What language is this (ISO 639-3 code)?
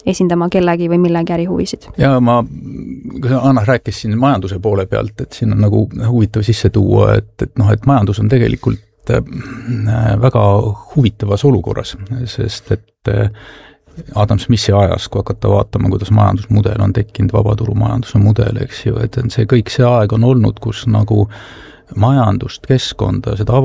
est